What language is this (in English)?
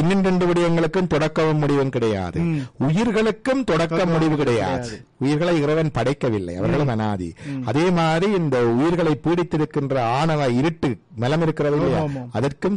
Tamil